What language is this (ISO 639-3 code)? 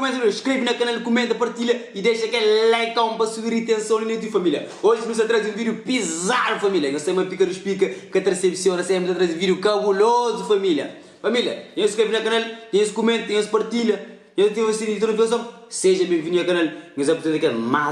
kea